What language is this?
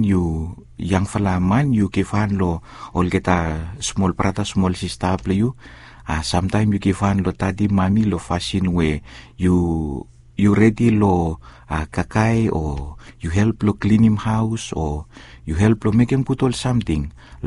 Bislama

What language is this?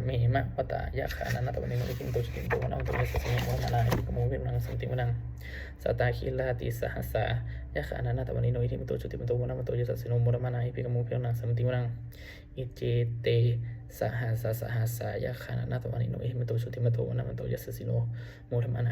Pali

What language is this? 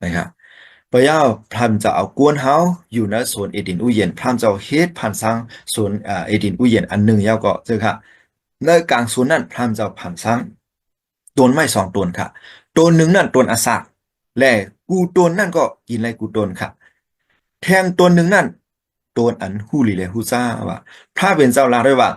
Shan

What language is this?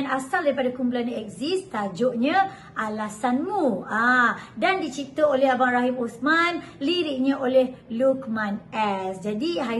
Malay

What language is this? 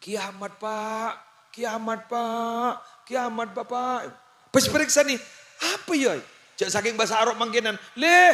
Madurese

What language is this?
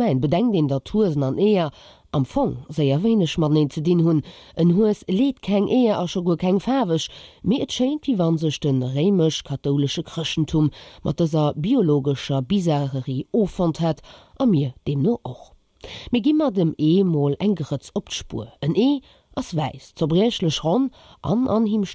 Luxembourgish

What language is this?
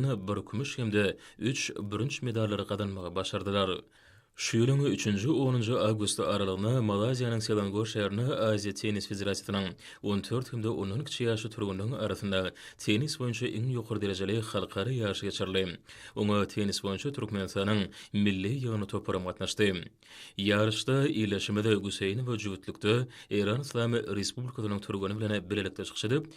Turkmen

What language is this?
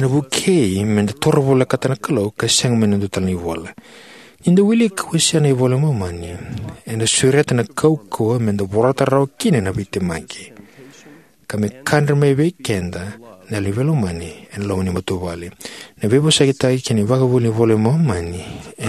Fijian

